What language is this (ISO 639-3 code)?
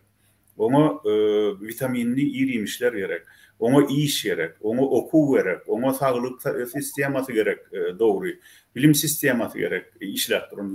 tuk